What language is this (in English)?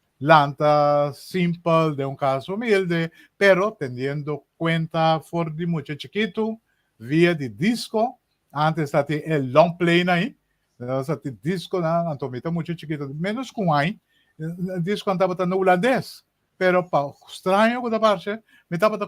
Papiamento